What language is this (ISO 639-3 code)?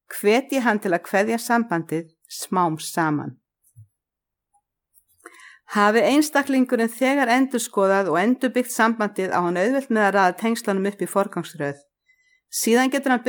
isl